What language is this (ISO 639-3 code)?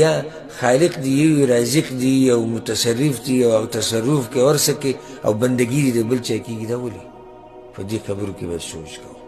pus